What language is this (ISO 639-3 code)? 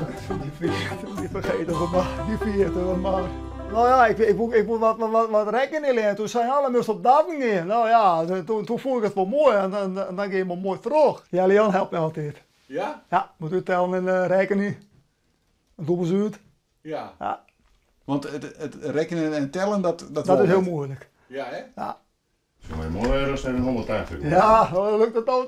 fry